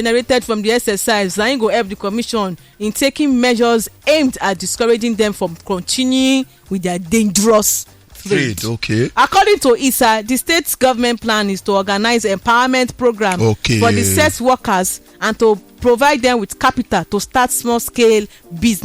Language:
Nigerian Pidgin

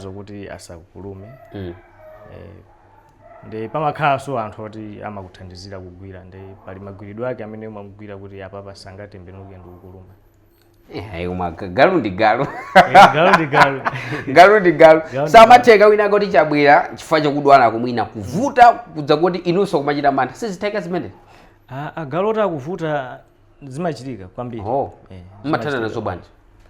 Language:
Nyanja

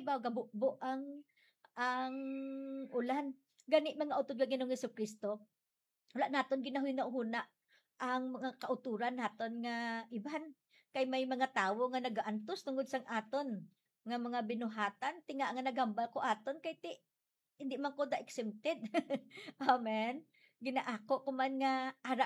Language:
Hiligaynon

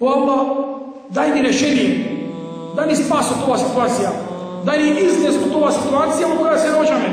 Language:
Macedonian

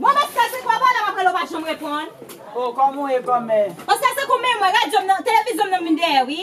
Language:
Haitian Creole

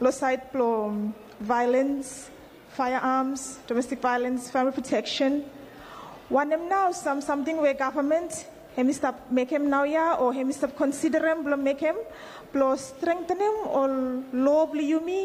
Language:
Bislama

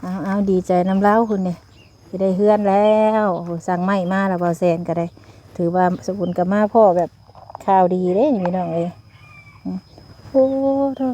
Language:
Northeastern Thai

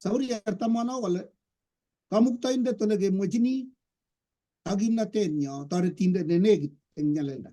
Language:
Kalenjin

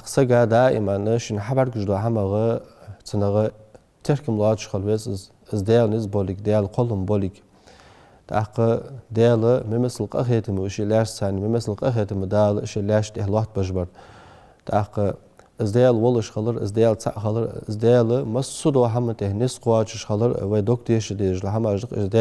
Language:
Ingush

